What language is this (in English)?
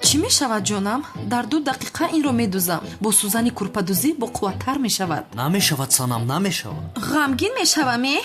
Tajik